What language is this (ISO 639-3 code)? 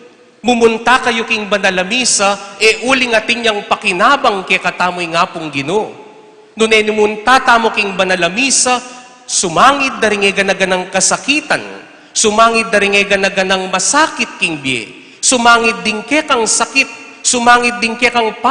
pam